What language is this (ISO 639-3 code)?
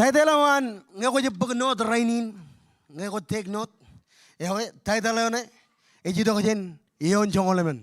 mah